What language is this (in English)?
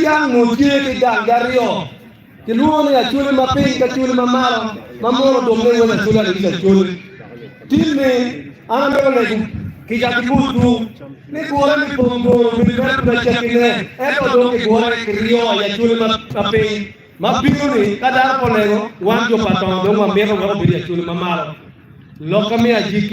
Acoli